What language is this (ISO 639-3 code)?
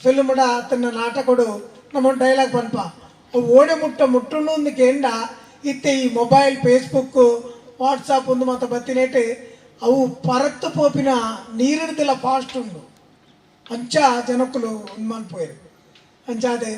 tcy